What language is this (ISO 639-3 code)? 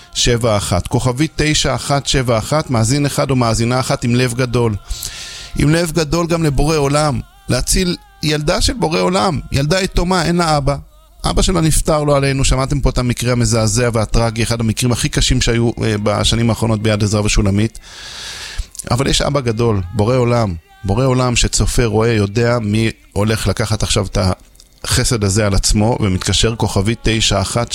heb